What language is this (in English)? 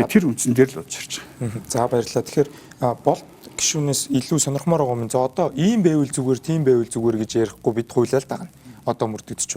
Mongolian